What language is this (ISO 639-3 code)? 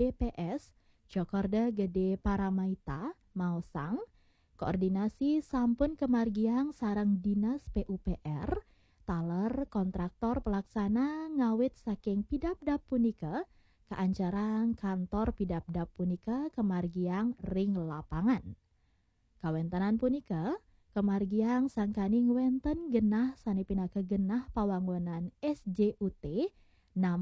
ban